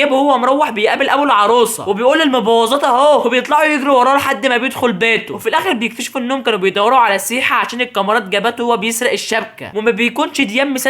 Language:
Egyptian Arabic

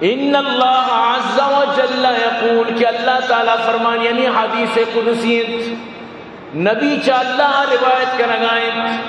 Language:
Eastern Balochi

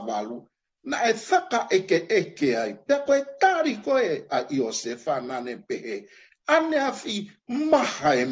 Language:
Tongan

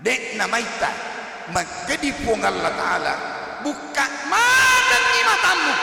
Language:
Buginese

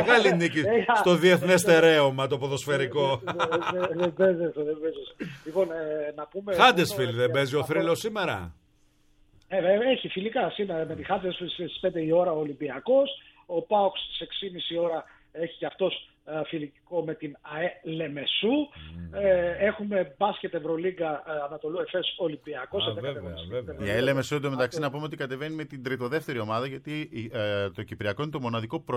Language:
Greek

